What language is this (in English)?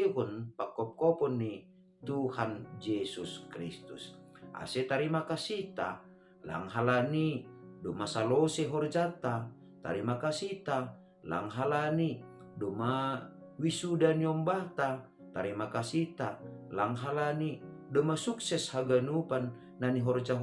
Batak Simalungun